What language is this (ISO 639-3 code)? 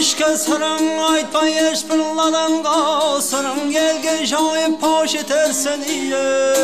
kaa